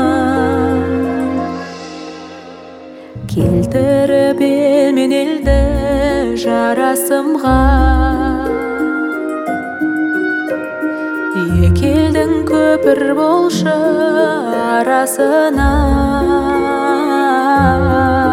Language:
Kazakh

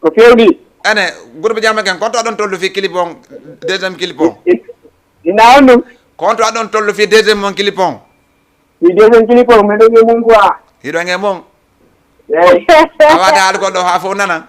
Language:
Fula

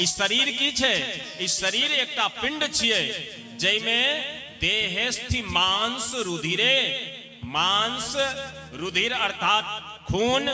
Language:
Maithili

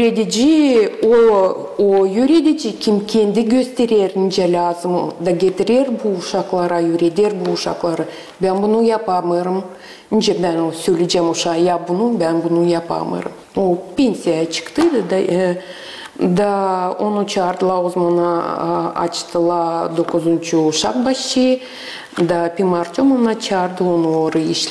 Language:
Gagauz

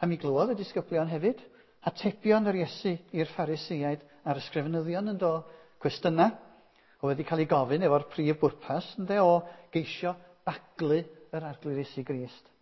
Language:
Welsh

